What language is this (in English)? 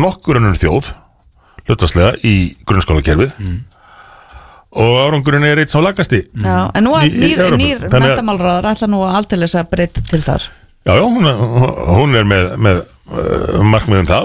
Icelandic